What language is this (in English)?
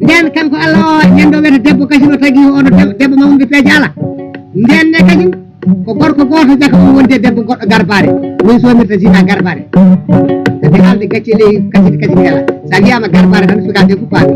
Fula